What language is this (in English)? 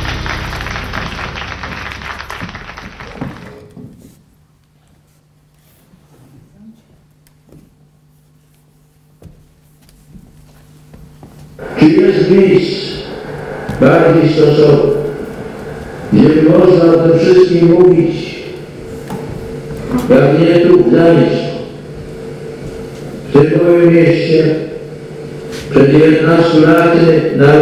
Polish